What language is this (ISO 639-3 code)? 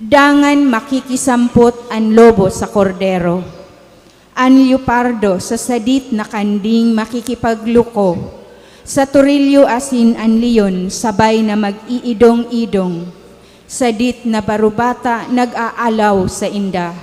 bik